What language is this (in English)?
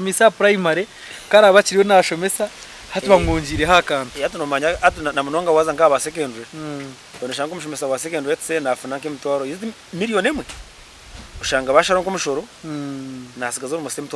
Nyankole